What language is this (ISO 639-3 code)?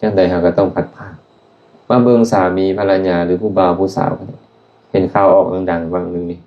lao